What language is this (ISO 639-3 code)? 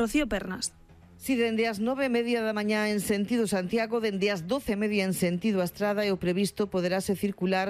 glg